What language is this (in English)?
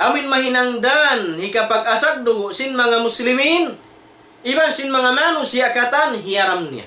Tausug